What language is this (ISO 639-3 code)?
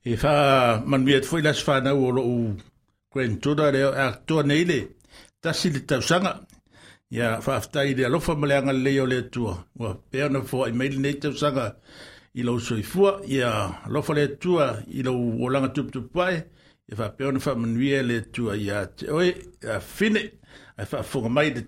smo